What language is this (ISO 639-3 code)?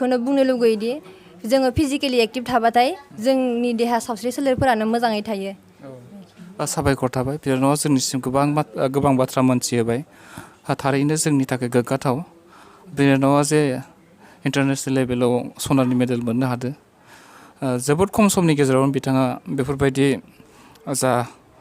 brx